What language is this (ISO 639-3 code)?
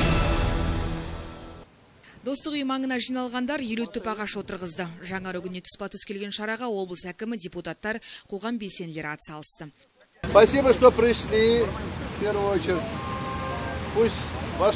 kaz